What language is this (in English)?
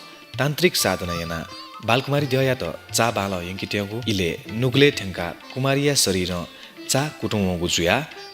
Newari